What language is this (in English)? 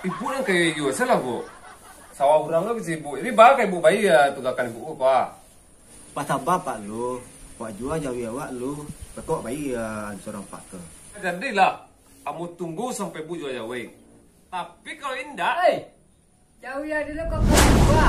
Minangkabau